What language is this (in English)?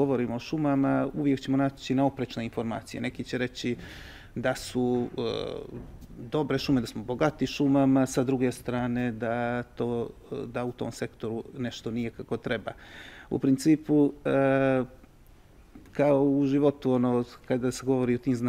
Bosnian